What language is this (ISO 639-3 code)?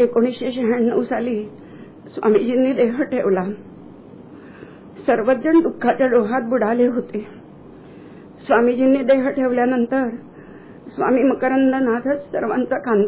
mar